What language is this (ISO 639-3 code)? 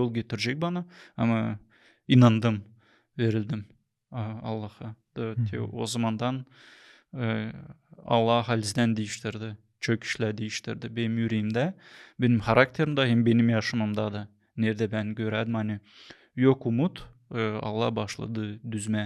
gag